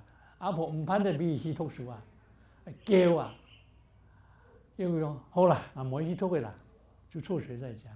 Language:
Hakka Chinese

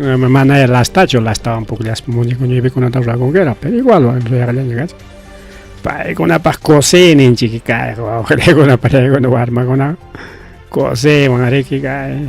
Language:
Ayacucho Quechua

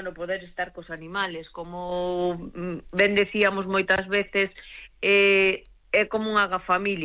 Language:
Galician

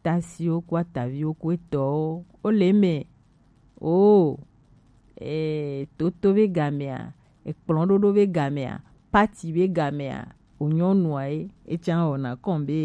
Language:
Gen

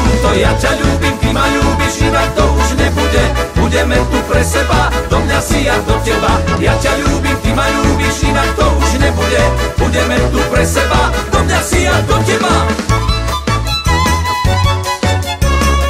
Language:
Slovak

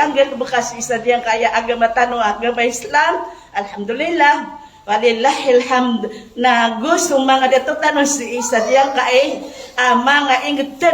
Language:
Maranao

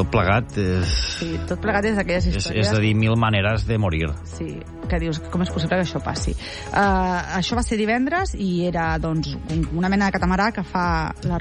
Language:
Catalan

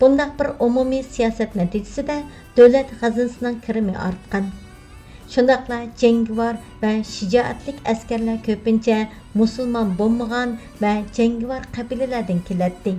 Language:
Uyghur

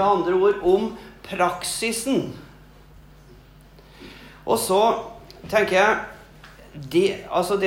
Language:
Norwegian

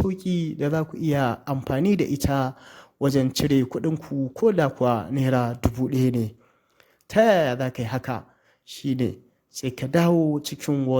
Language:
Hausa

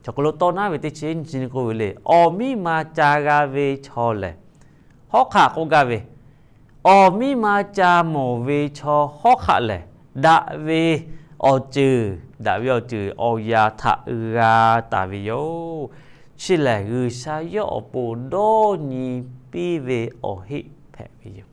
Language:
Lahu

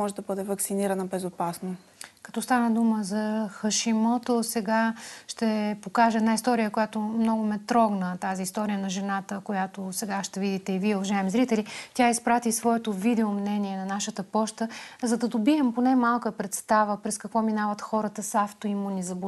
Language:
Bulgarian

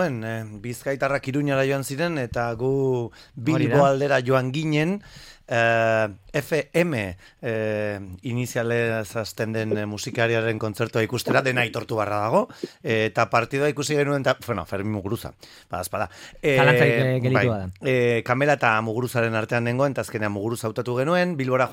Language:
Basque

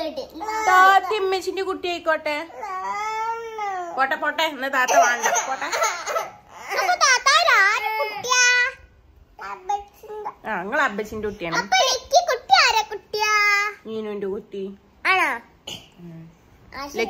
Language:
Malayalam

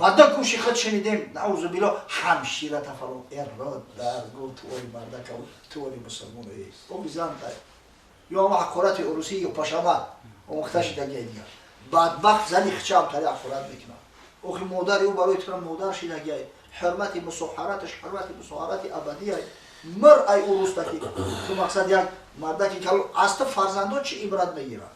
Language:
Tajik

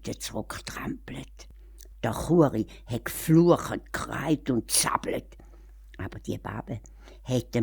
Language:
Swiss German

